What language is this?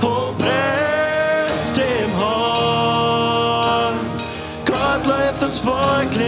Plautdietsch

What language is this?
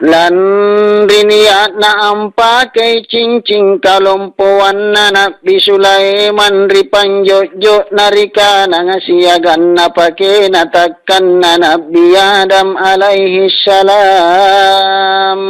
Makasar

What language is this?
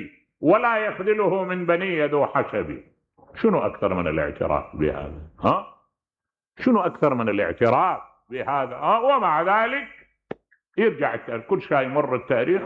Mesopotamian Arabic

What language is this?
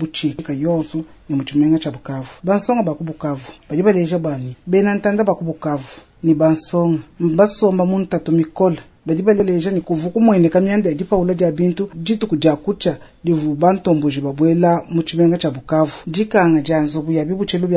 Luba-Lulua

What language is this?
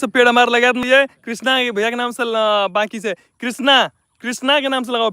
Maithili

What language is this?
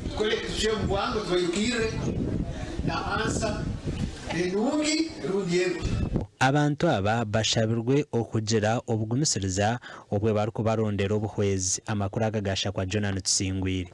Nyankole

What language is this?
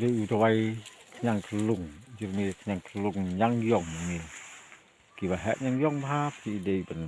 Khasi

